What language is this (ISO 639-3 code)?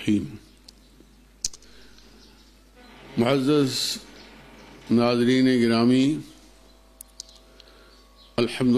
urd